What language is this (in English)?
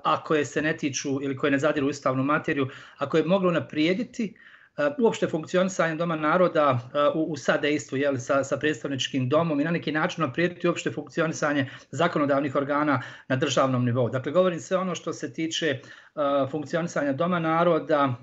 Bosnian